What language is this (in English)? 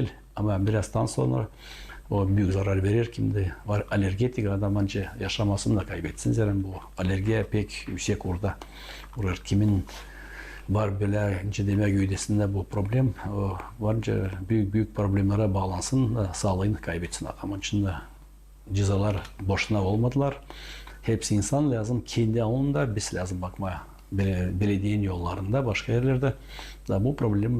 Gagauz